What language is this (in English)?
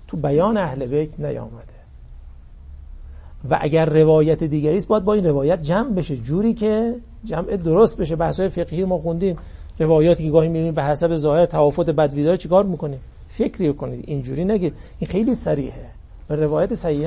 Persian